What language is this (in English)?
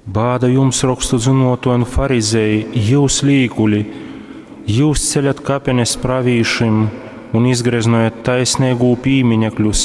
Latgalian